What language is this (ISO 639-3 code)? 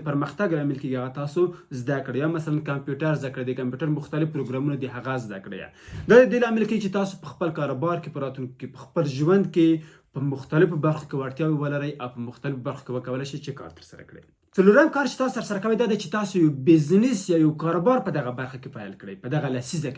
pus